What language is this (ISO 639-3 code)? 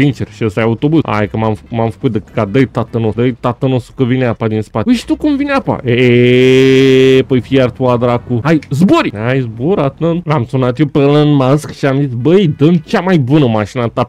ron